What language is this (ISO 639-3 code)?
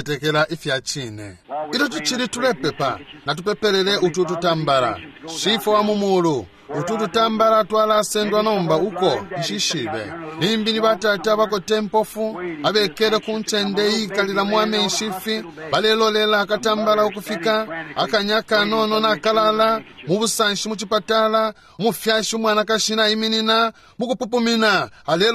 bem